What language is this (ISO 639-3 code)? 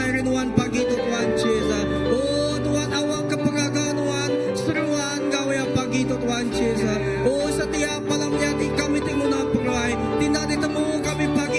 iba